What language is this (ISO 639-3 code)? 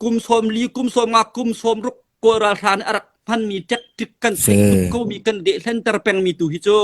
cnh